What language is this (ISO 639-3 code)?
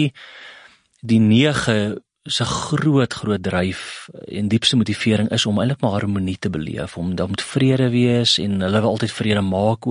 afr